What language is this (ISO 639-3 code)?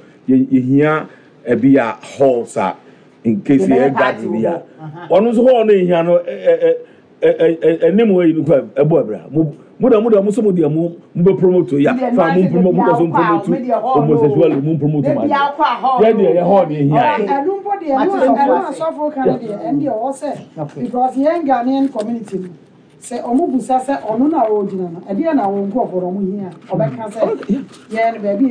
aka